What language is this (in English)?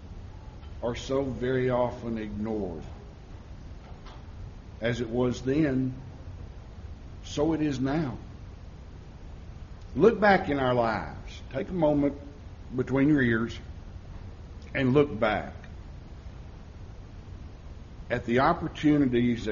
English